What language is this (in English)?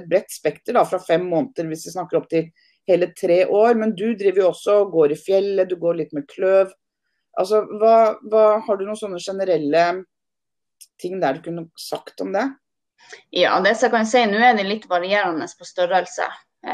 Norwegian